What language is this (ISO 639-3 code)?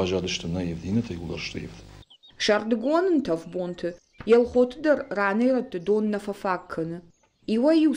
oss